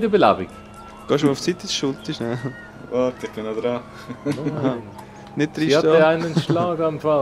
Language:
Swiss German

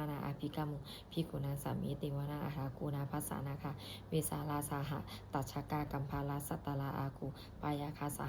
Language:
Pali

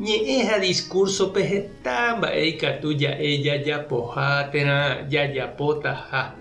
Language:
Guarani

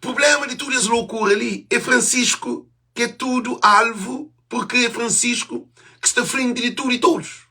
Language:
Kabuverdianu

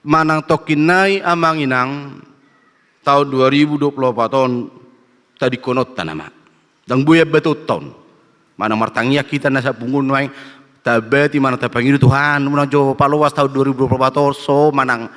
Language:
Batak Toba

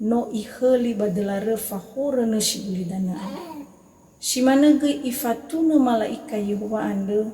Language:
Nias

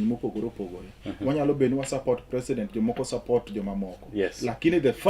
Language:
Luo (Kenya and Tanzania)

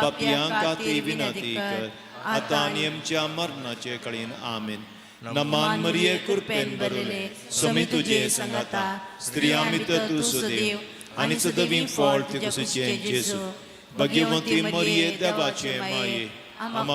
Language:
Konkani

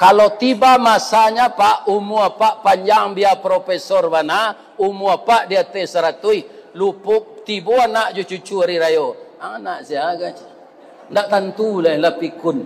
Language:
Minangkabau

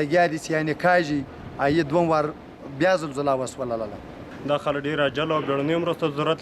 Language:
Pashto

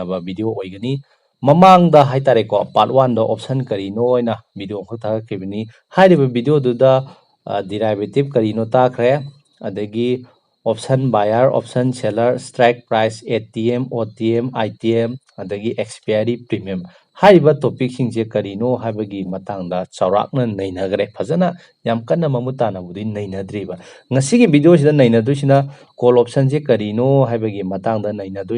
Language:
Manipuri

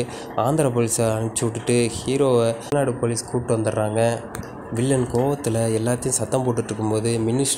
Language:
Tamil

